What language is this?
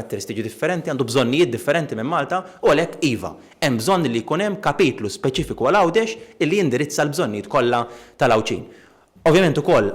Maltese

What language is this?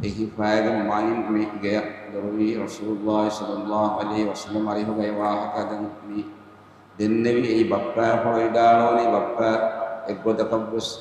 Divehi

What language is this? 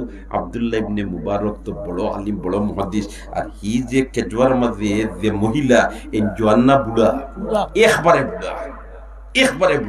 Sylheti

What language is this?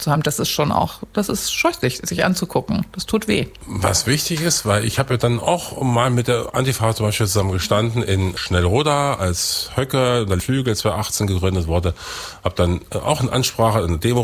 German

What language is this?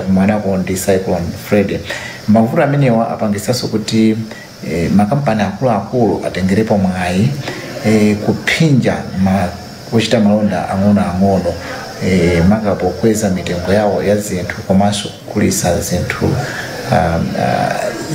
Nyanja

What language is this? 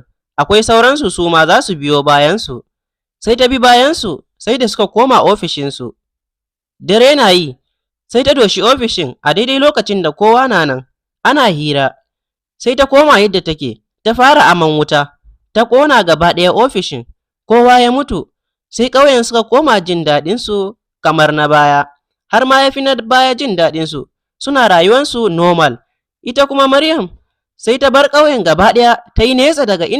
Hausa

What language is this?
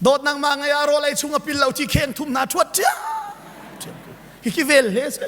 Hakha Chin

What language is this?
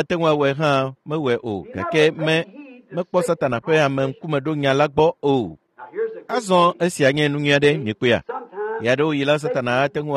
Ewe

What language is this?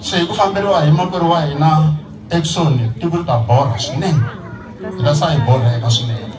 Tsonga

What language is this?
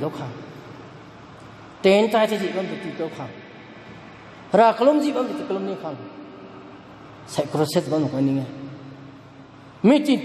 Thai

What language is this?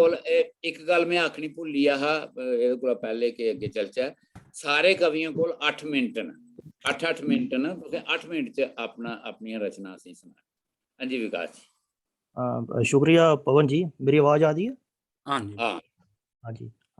Dogri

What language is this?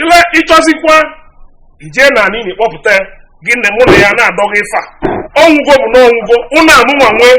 Igbo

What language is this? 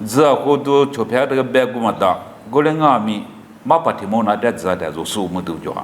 Lisu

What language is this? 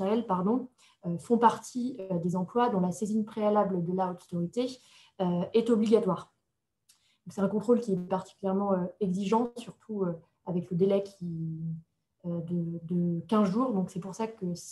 French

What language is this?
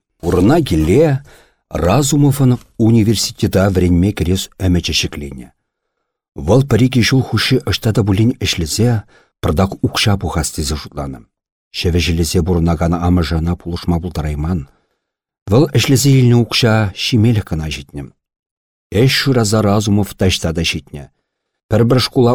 Chuvash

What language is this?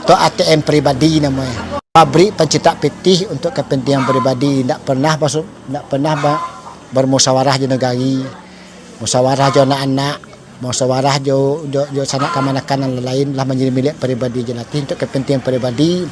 Minangkabau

